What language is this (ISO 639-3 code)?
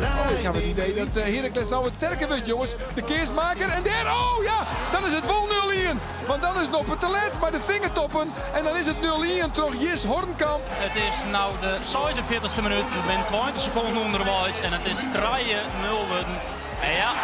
fry